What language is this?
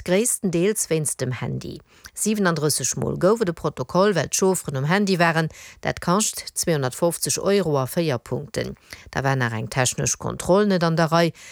Luxembourgish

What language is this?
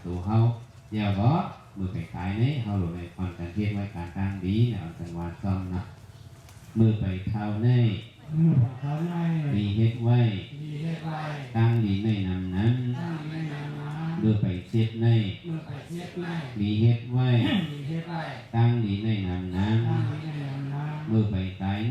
Shan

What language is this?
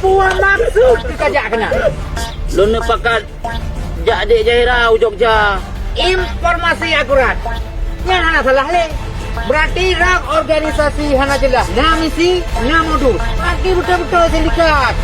Achinese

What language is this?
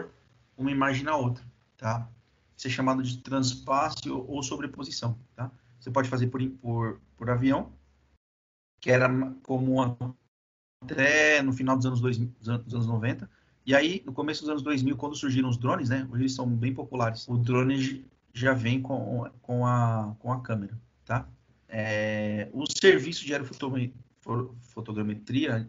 Portuguese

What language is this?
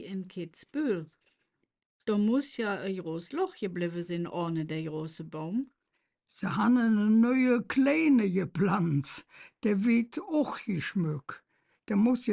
Colognian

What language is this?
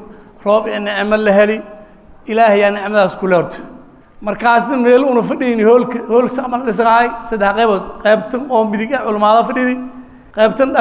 Somali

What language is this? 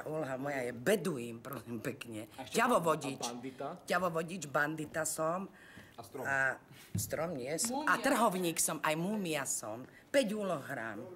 Slovak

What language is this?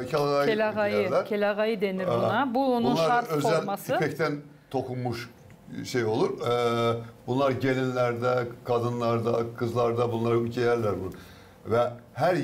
Gagauz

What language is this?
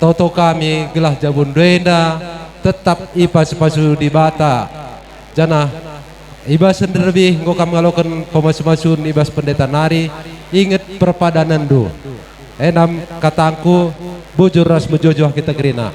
Batak Karo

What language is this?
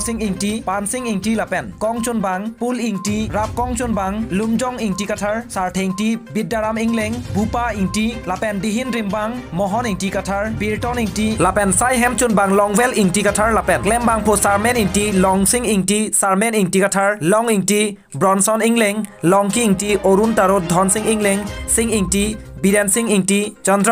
Karbi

